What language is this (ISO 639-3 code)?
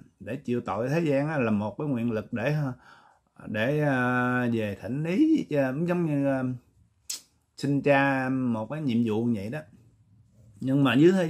vie